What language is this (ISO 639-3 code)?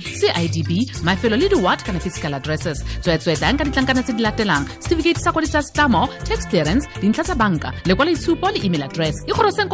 tsn